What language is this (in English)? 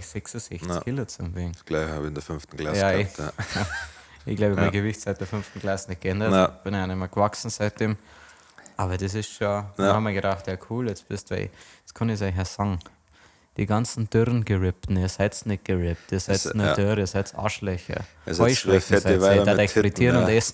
Bavarian